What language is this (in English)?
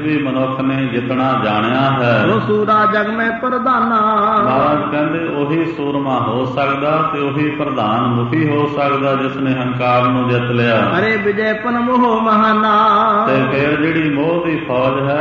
Punjabi